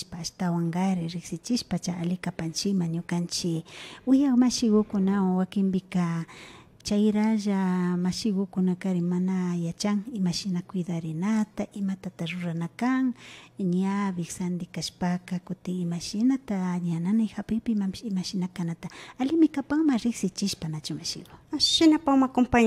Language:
Imbabura Highland Quichua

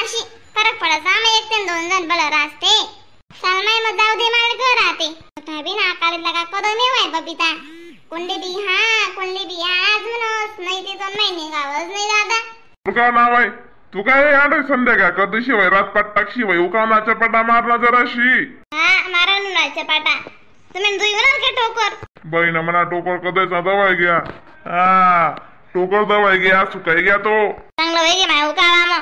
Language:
Khandesi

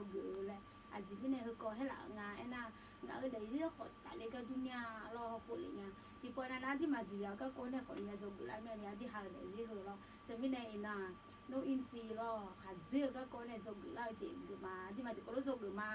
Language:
Akha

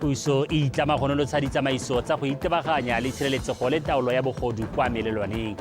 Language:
Tswana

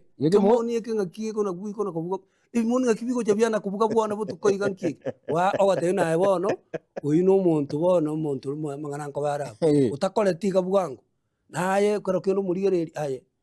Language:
Gusii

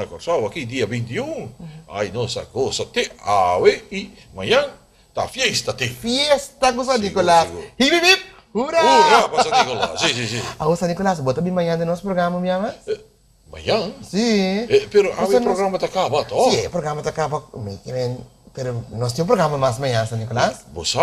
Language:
Papiamento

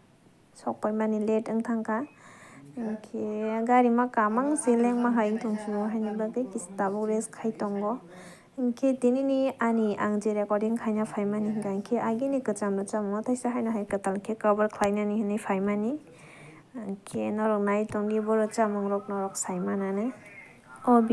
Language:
Kok Borok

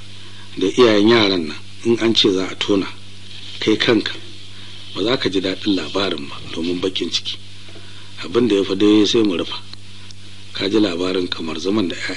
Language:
Hausa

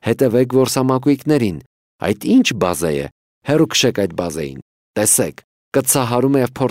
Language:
Armenian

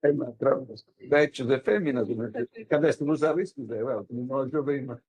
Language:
Sardinian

